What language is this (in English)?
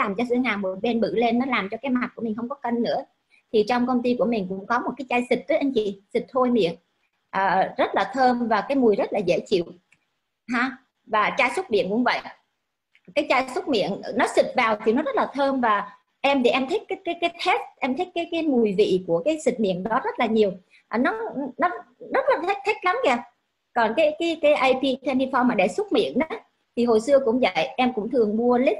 Vietnamese